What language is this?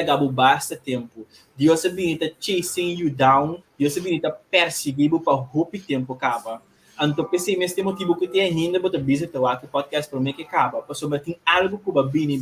Papiamento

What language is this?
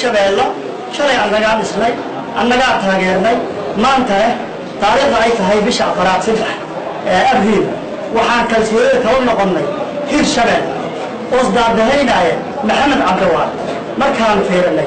Somali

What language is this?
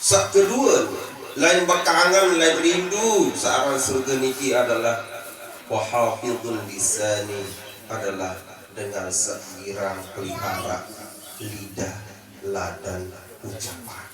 Sasak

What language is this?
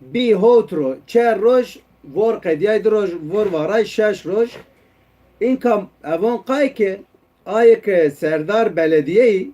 Zaza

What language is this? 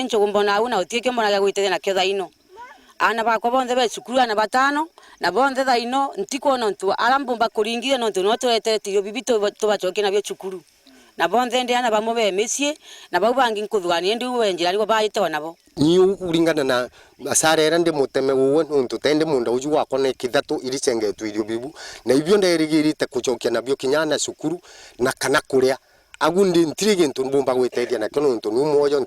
Meru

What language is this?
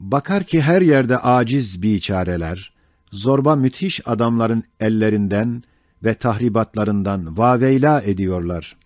Ottoman Turkish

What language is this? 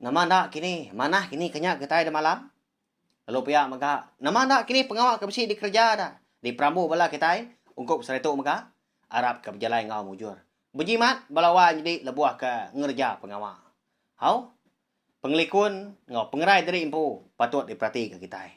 Iban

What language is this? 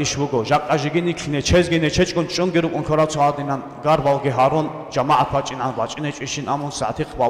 Avaric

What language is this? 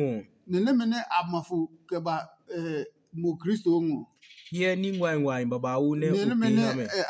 Adangme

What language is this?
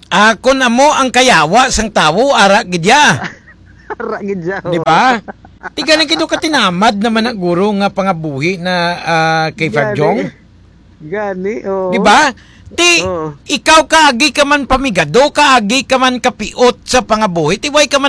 Hiligaynon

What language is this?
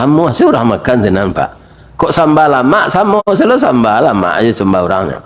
Minangkabau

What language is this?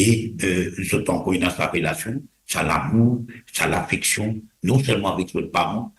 Morisyen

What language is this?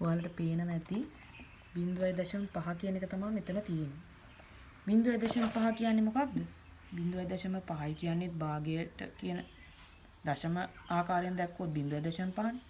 Sinhala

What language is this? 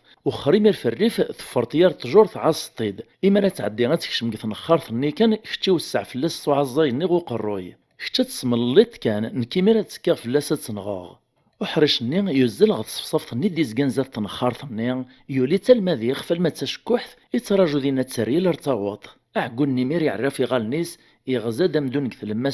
Kabyle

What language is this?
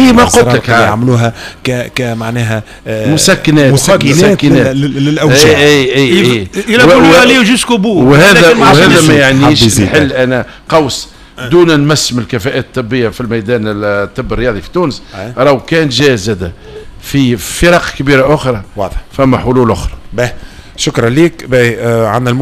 Tunisian Arabic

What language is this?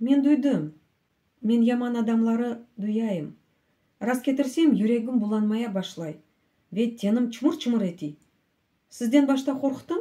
Crimean Tatar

